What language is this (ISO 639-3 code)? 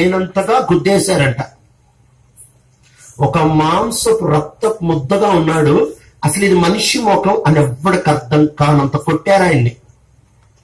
tel